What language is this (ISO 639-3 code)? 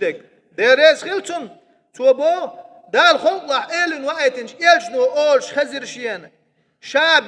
che